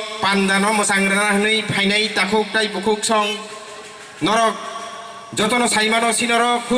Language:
Kok Borok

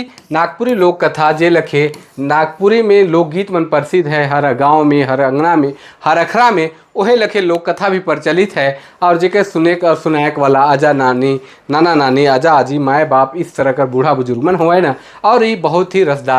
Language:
Sadri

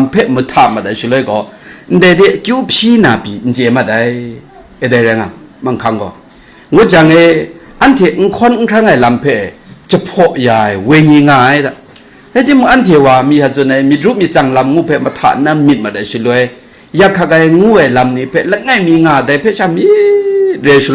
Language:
Kachin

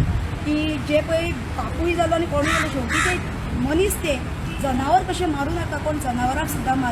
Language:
Konkani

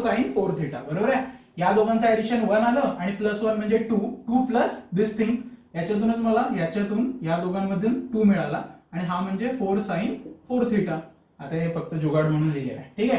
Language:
Marathi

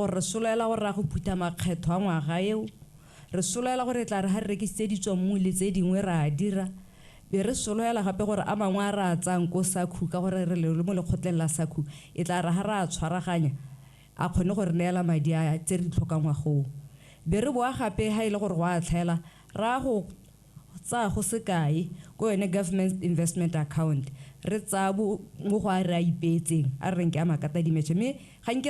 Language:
Tswana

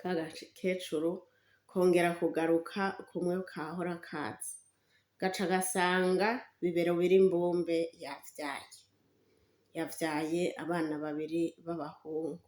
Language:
Rundi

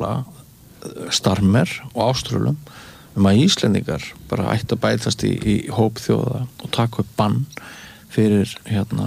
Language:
Icelandic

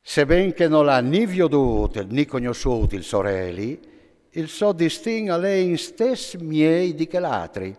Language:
Friulian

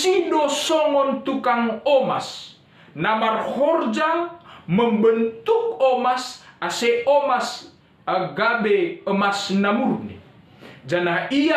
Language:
Batak Simalungun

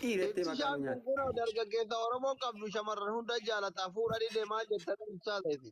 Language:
Oromo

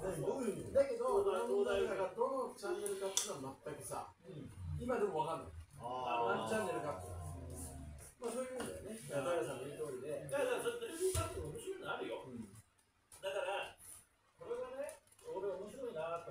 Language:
Japanese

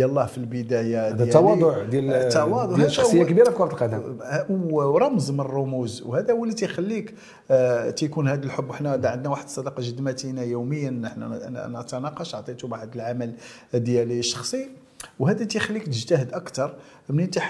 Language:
Moroccan Arabic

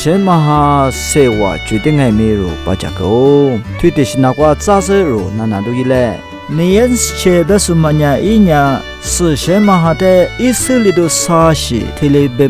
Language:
Lisu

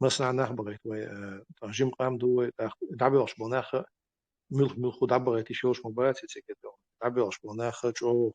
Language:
Chechen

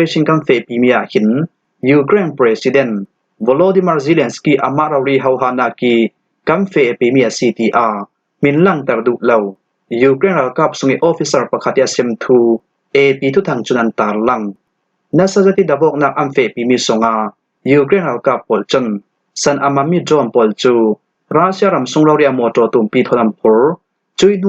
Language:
Falam Chin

